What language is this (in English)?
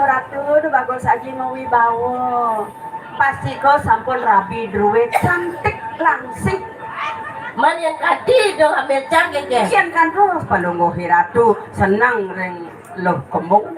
Balinese